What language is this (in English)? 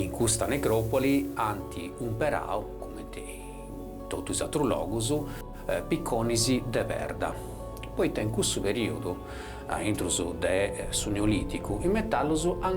Sardinian